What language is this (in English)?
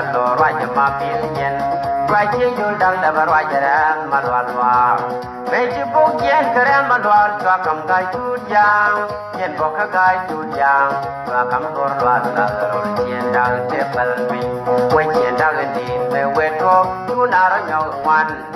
Nuer